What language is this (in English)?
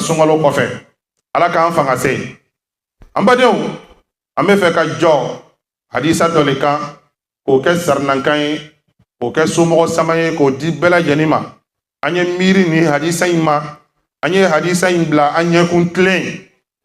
Bambara